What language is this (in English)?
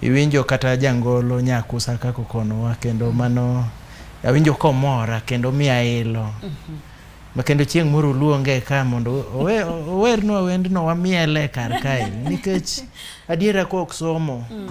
Luo (Kenya and Tanzania)